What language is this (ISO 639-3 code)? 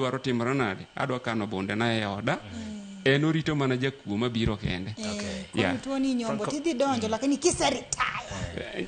luo